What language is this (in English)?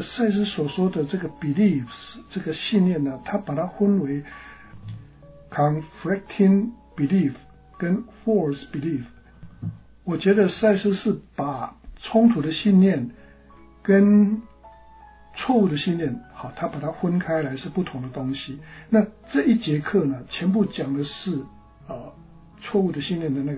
Chinese